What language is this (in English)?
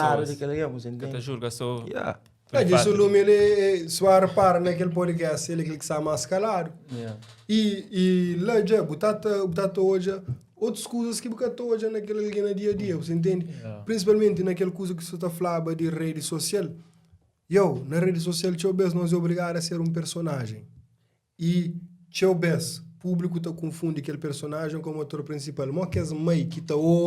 Kabuverdianu